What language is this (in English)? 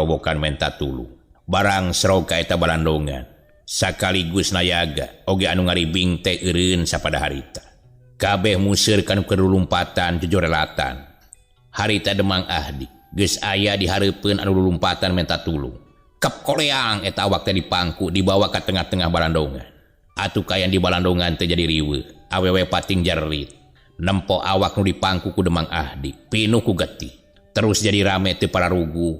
Sundanese